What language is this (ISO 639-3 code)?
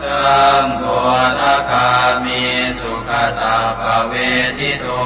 pli